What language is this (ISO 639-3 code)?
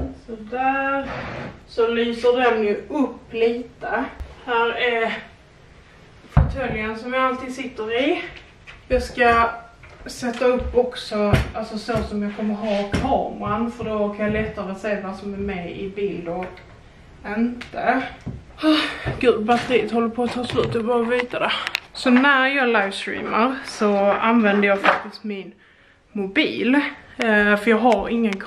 swe